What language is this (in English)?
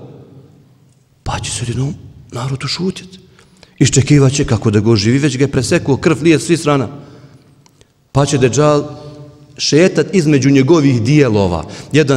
Bosnian